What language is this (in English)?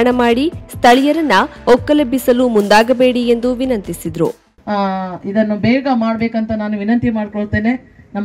Kannada